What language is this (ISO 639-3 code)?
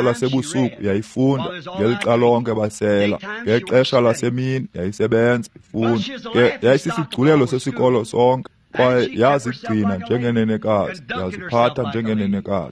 xho